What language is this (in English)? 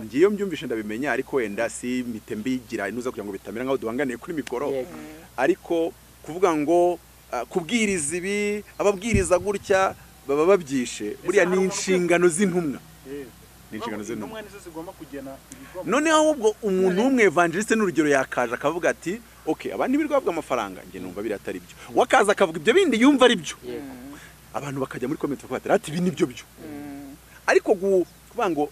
Kinyarwanda